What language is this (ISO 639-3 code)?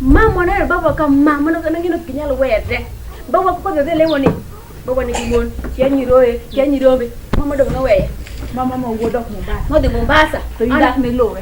luo